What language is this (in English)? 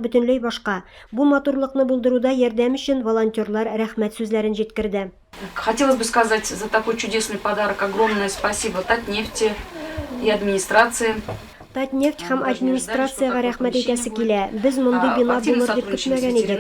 Tatar